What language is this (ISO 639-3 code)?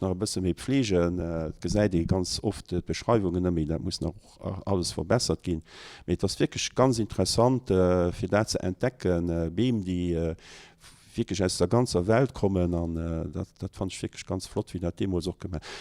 ltz